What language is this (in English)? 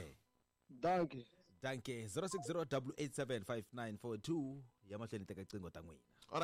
Tsonga